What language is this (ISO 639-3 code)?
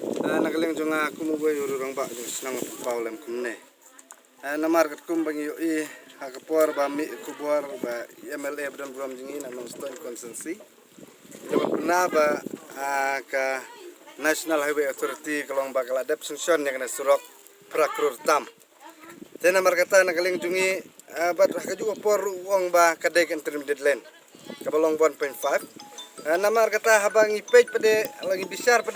kha